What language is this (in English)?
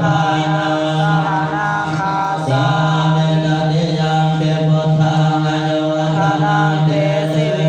Pali